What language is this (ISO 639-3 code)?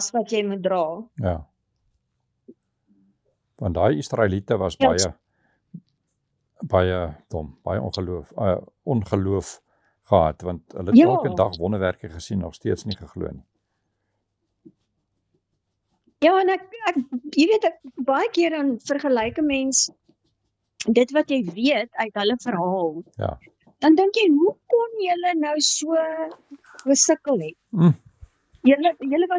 afr